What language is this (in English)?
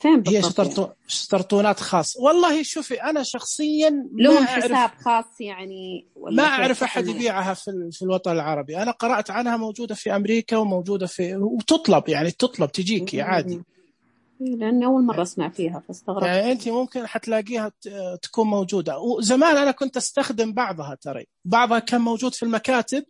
Najdi Arabic